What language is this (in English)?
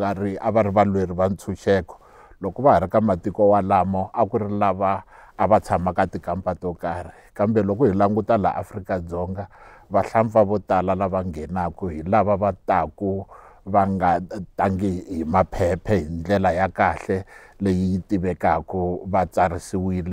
Tsonga